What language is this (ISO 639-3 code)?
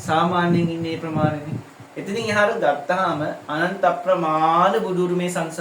sin